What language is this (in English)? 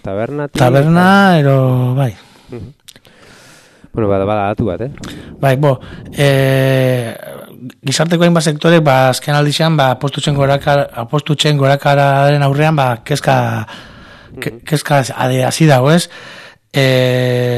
Basque